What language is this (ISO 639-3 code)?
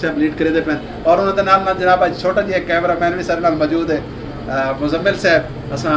skr